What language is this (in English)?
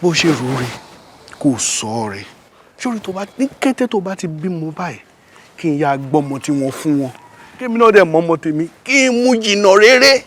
Yoruba